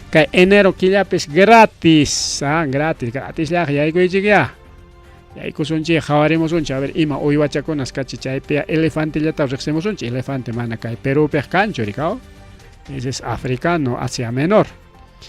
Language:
Ayacucho Quechua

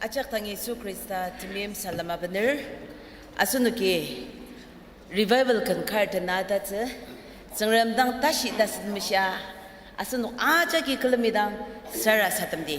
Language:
Ao Naga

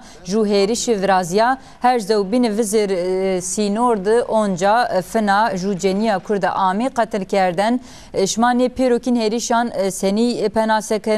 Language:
Zaza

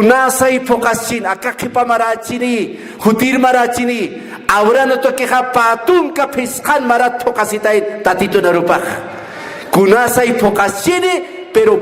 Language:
Aymara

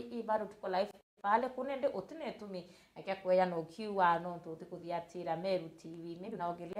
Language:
Meru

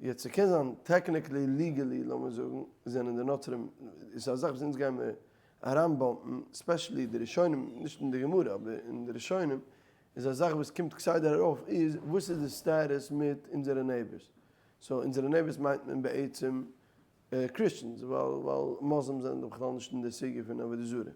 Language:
Yiddish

